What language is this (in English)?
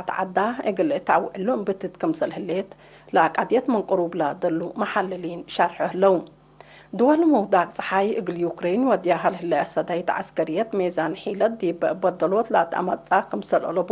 Tigre